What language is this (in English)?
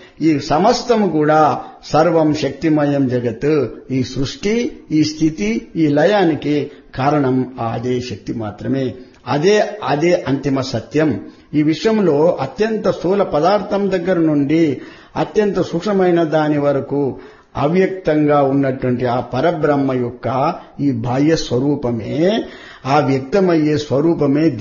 Telugu